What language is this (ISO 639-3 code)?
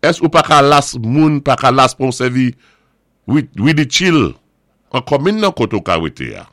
acf